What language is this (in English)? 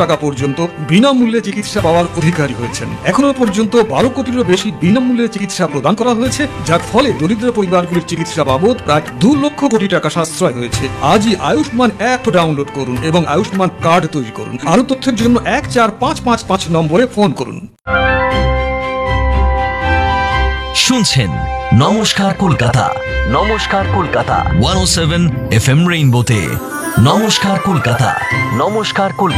Bangla